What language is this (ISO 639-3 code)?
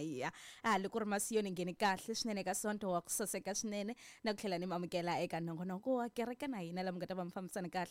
tso